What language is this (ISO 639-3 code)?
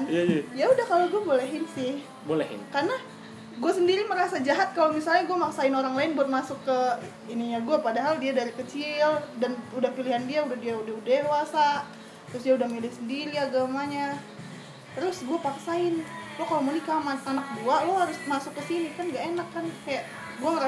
ind